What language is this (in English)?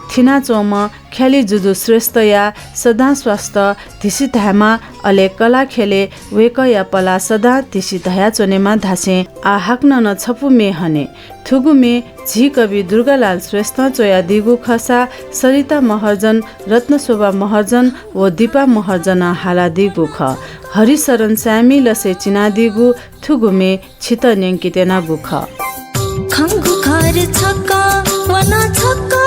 Newari